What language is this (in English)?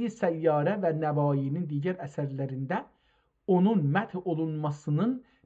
South Azerbaijani